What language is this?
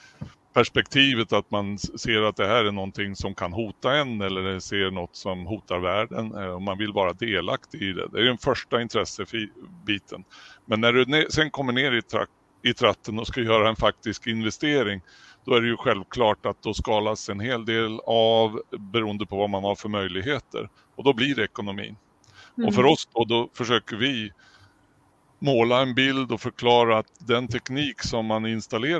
Swedish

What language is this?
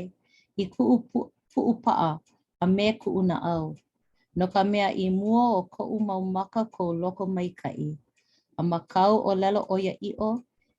Hawaiian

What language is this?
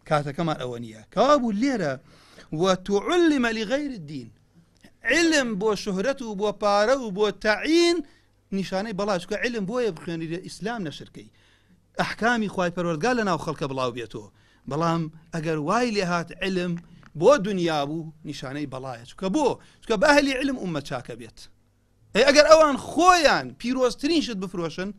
Central Kurdish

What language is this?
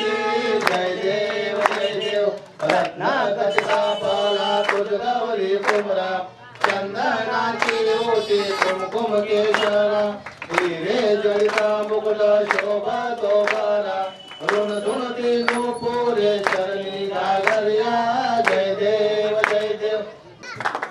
Marathi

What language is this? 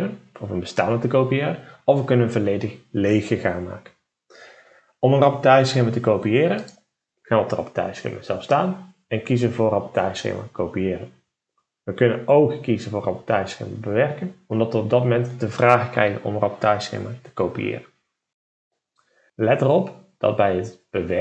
Dutch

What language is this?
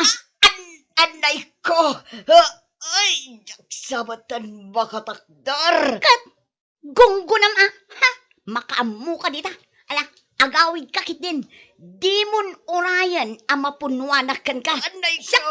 Iloko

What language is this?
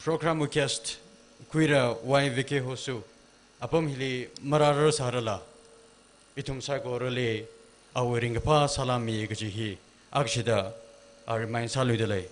Tangkhul Naga (India)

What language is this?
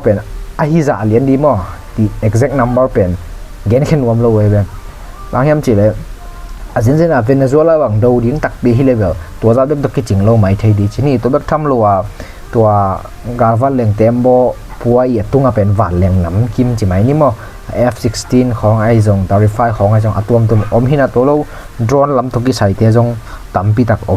Tedim Chin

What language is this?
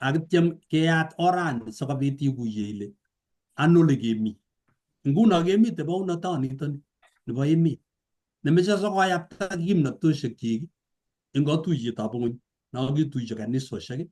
Kalenjin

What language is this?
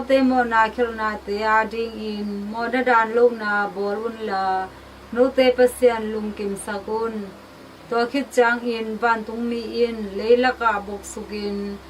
Tedim Chin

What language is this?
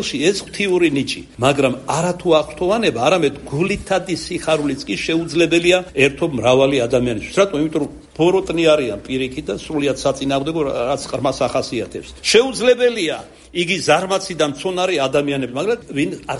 Georgian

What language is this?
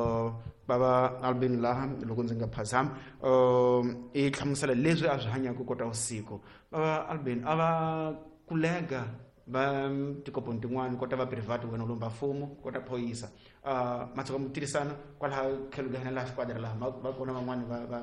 Tsonga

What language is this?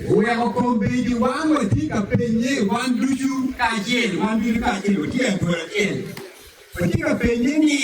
Acoli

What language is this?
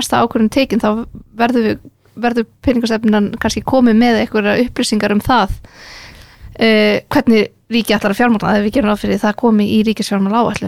Icelandic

